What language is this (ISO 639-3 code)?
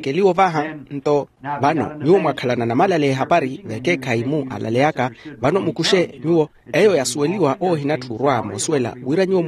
vmw